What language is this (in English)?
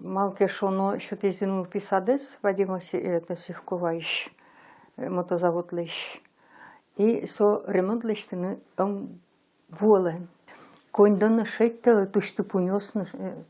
Udmurt